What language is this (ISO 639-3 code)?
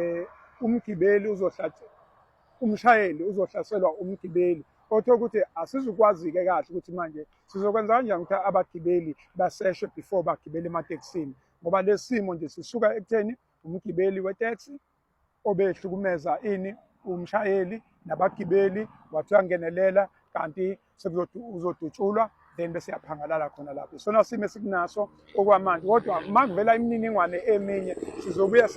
zul